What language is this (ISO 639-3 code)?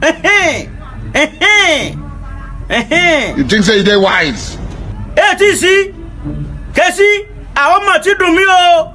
yor